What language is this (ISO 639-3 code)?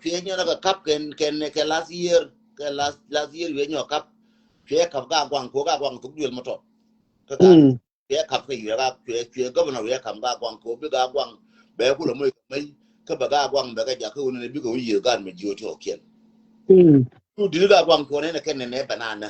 nus